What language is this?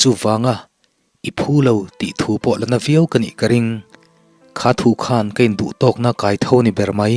Mizo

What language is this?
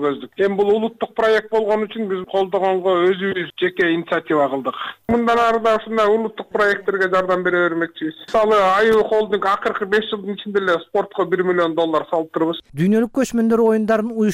Kyrgyz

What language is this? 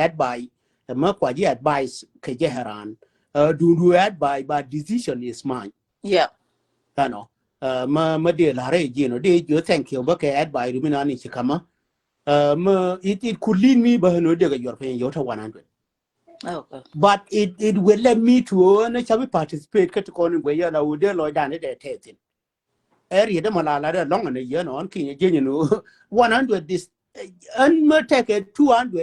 Nuer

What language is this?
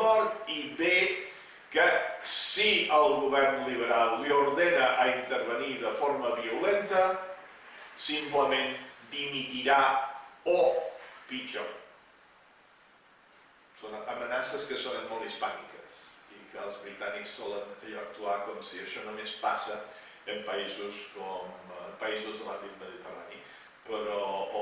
Catalan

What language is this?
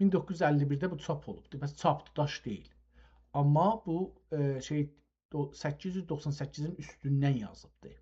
South Azerbaijani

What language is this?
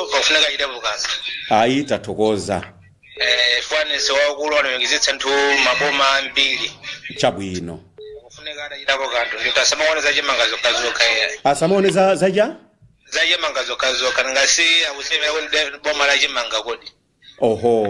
Nyanja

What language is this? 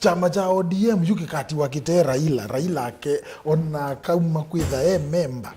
Kamba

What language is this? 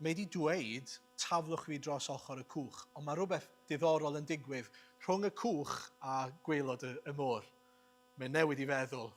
Welsh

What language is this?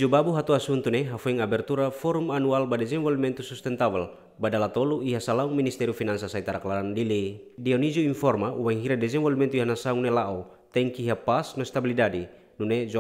Tetum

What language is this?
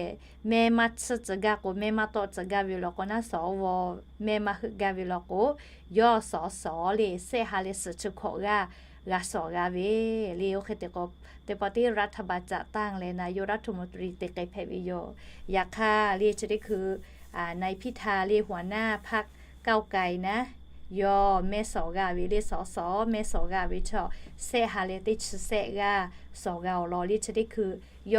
Lahu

